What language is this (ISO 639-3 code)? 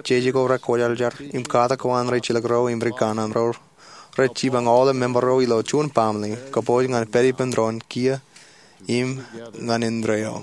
mah